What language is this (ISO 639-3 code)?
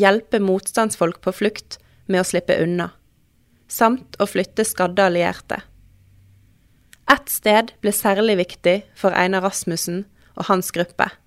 nor